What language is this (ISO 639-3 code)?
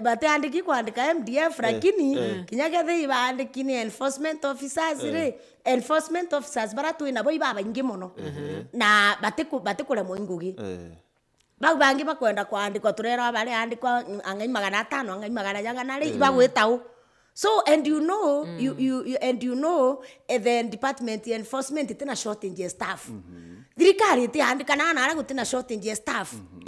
mer